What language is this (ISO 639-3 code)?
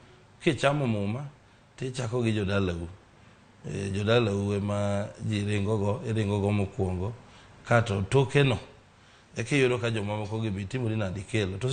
luo